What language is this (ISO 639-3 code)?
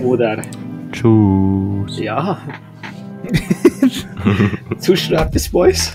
gsw